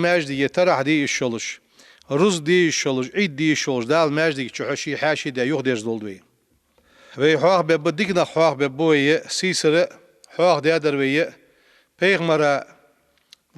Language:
Ingush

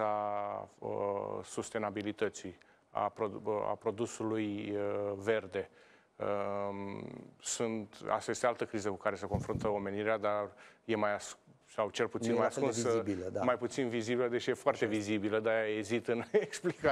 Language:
Romanian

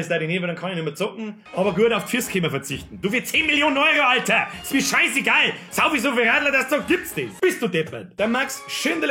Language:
Bavarian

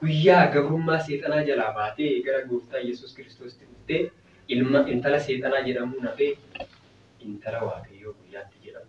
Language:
Oromo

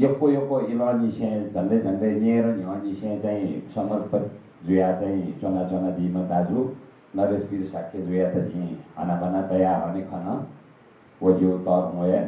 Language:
Newari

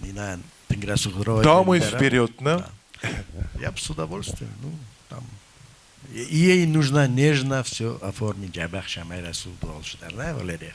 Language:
Ossetic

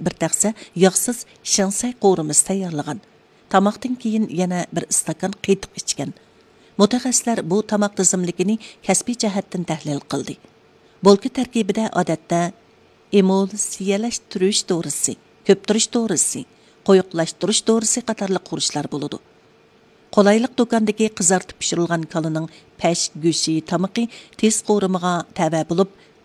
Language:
Uyghur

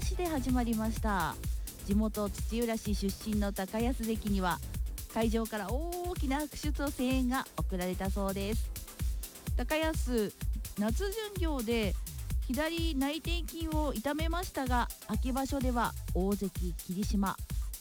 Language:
Japanese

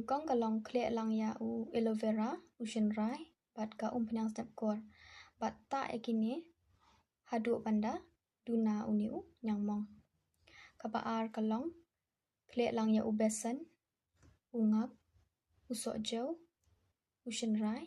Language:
Khasi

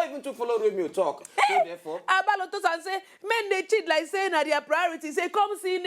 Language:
Nigerian Pidgin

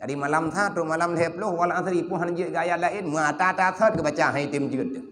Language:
Achinese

